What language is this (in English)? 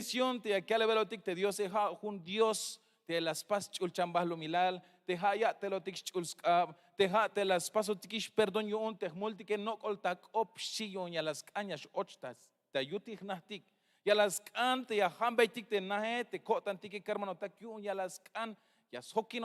Tzeltal